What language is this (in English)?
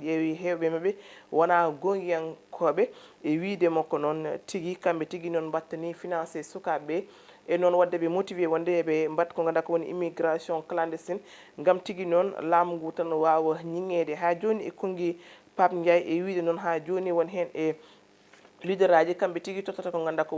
Fula